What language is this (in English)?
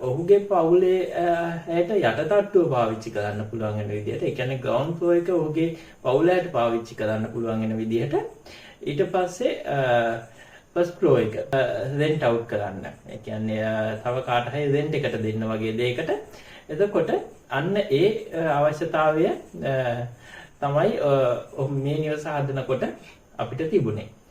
Sinhala